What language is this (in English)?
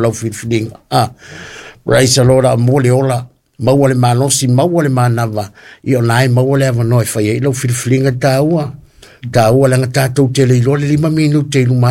Samoan